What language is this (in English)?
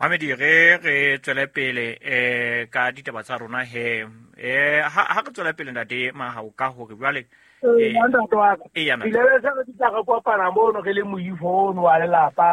Southern Sotho